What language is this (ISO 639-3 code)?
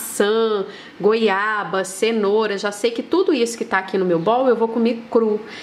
por